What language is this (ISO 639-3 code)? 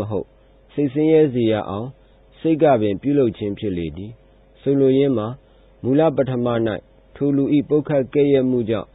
mya